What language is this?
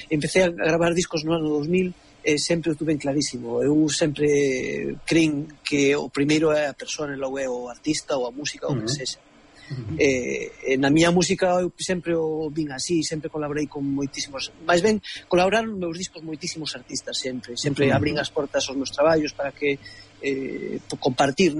Galician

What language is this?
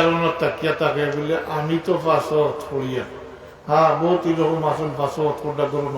Sylheti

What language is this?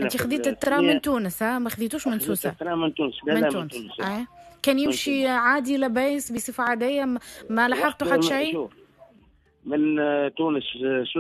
Tunisian Arabic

